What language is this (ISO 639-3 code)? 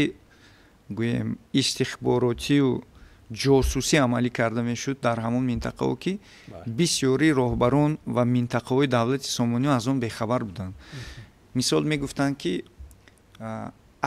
tgk